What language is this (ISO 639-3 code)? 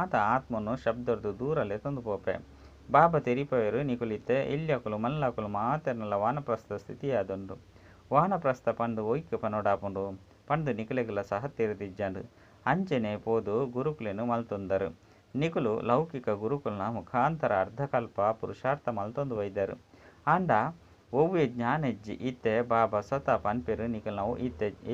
tcy